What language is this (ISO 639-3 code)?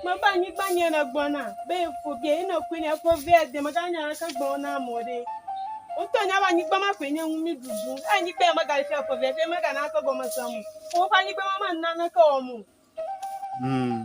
ewe